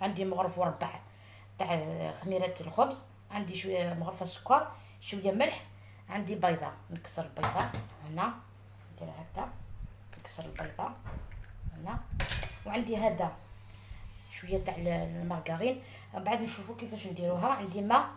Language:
Algerian Arabic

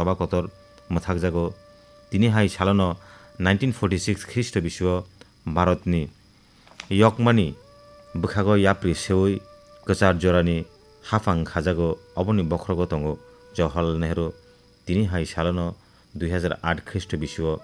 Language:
Kok Borok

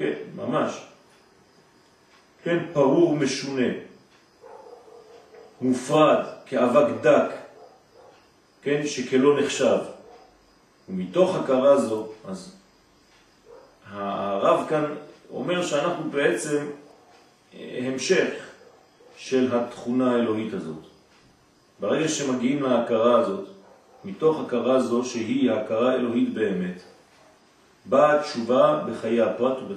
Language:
Hebrew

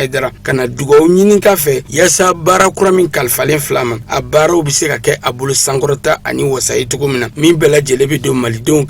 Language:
Bambara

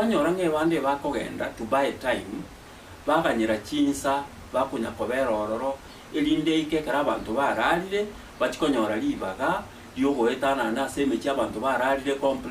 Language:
Gusii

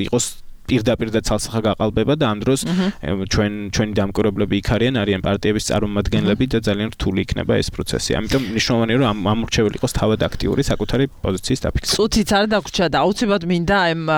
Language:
Georgian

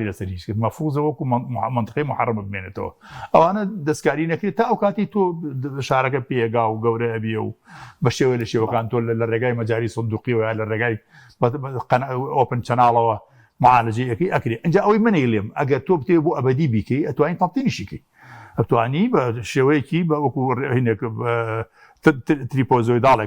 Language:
Central Kurdish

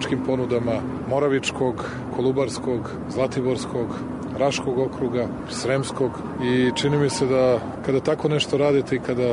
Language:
Serbian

